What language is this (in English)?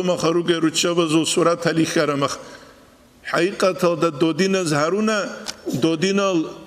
Avaric